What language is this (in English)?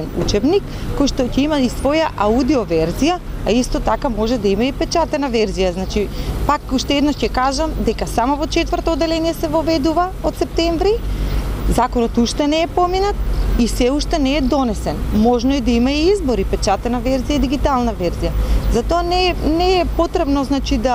Macedonian